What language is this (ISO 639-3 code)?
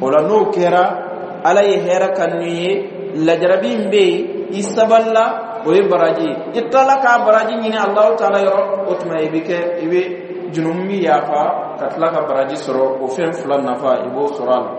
bam